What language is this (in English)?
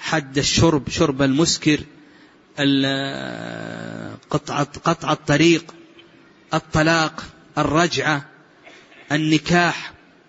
Arabic